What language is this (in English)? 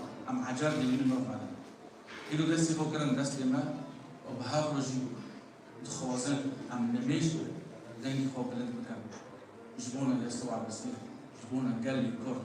Kurdish